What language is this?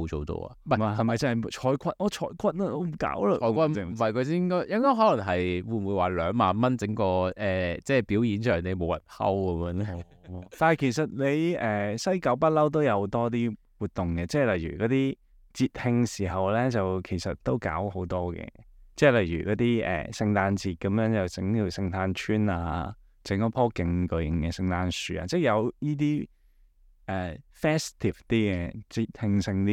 Cantonese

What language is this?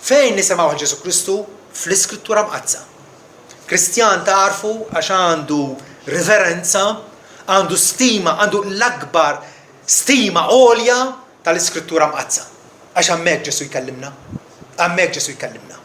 Maltese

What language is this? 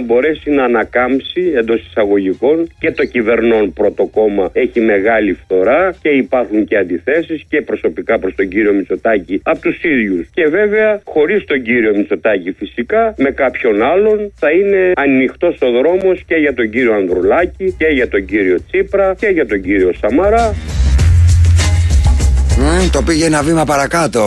Greek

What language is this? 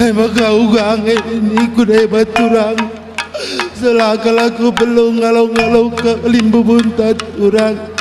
Batak Karo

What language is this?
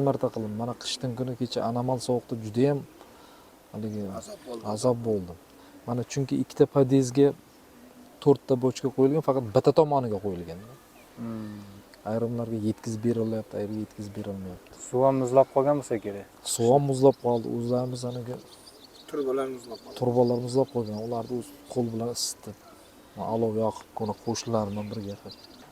Uzbek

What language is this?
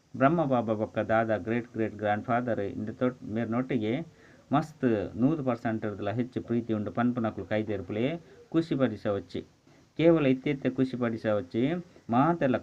Tulu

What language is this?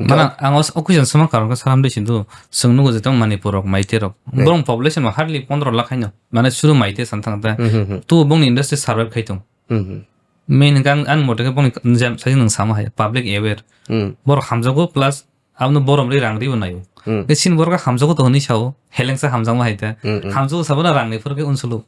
Kok Borok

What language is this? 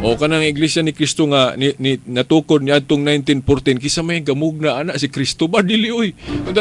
Cebuano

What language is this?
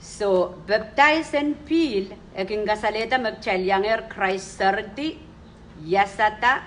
Pohnpeian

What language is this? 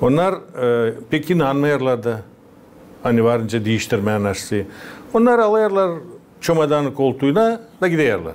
Gagauz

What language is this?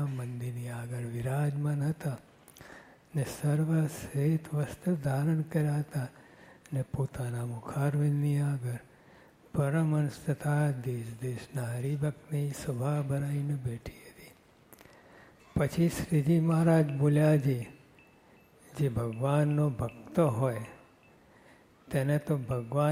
Gujarati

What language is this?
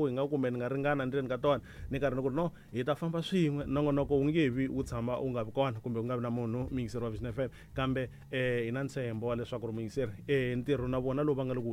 Tsonga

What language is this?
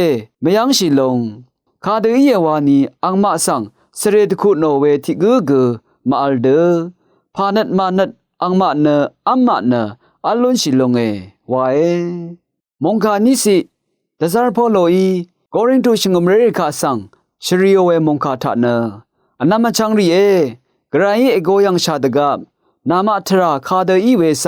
Rawang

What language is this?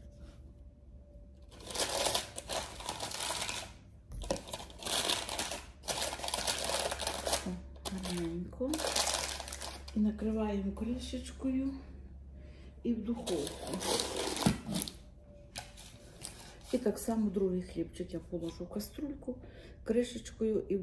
Ukrainian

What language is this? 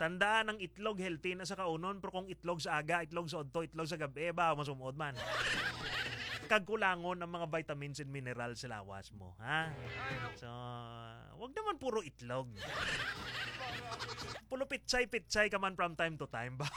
Hiligaynon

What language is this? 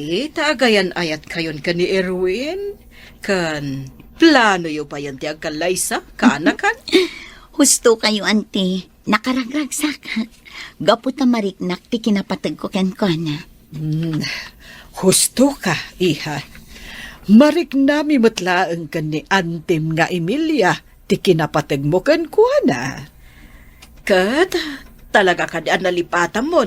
Iloko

